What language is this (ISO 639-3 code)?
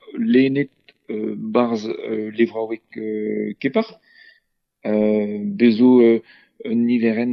bre